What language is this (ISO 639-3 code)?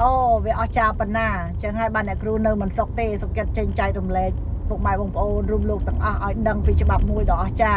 khm